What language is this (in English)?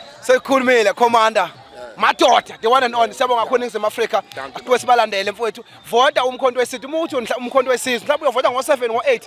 Zulu